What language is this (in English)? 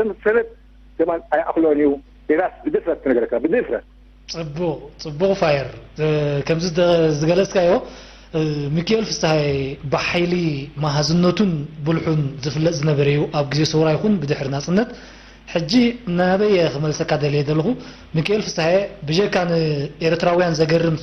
Tigrinya